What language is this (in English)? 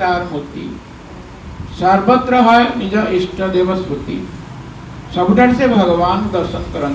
Odia